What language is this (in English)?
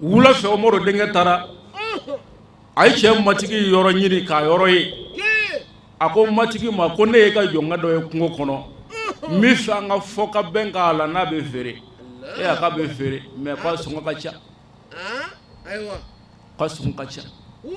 Bambara